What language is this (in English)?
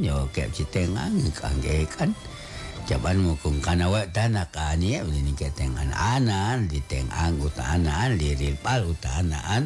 Kekchí